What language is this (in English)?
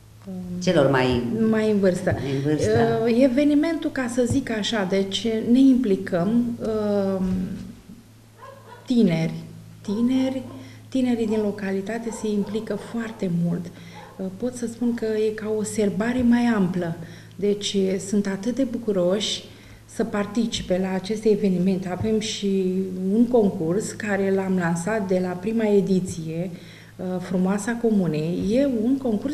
Romanian